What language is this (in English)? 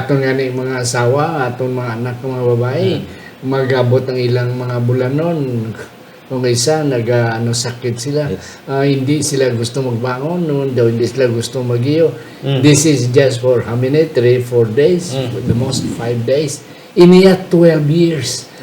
Hiligaynon